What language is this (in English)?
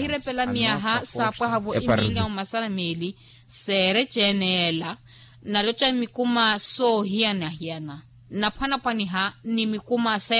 Makhuwa